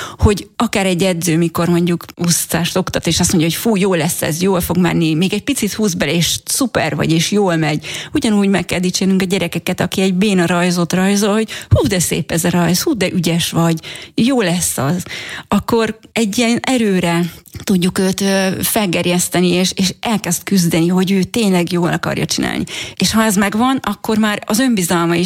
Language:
Hungarian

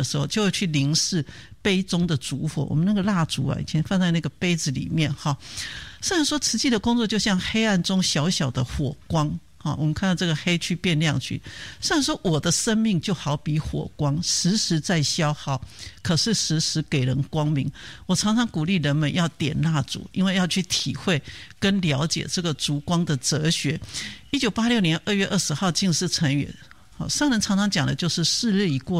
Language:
Chinese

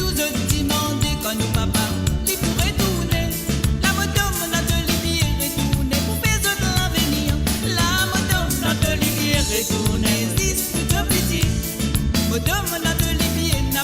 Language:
Morisyen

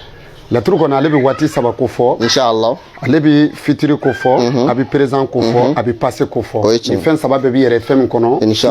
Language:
Bambara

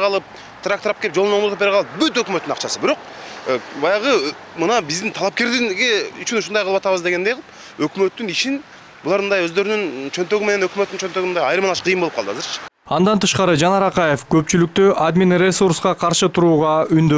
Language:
Kyrgyz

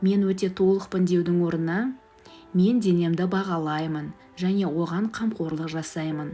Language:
Kazakh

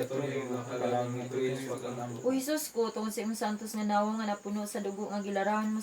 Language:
Cebuano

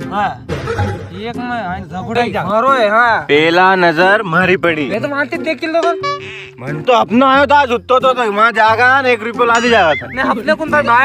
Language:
Rajasthani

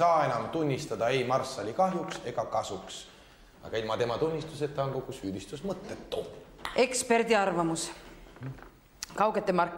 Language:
Estonian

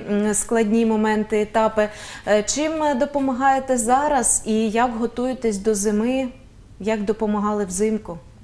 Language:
Ukrainian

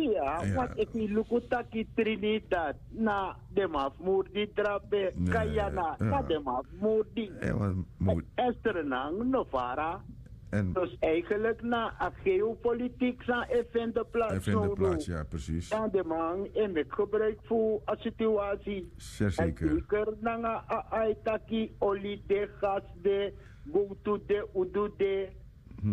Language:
Sranan Tongo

